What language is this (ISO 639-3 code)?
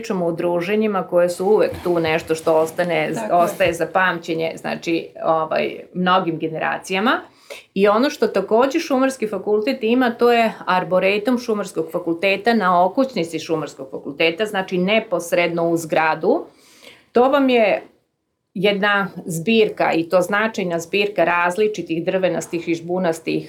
srp